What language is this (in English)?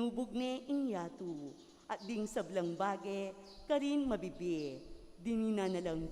Pampanga